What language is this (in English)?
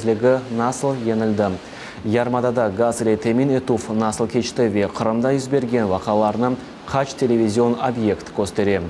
Crimean Tatar